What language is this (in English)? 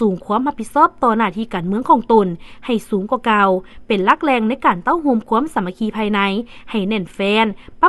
Lao